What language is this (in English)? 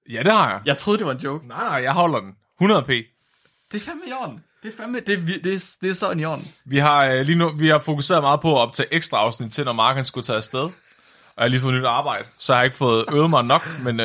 Danish